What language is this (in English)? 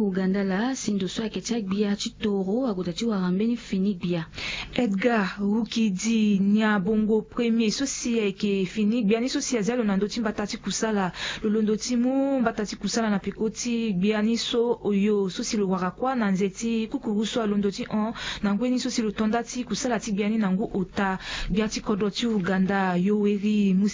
Sango